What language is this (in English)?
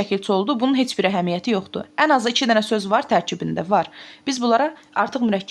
Azerbaijani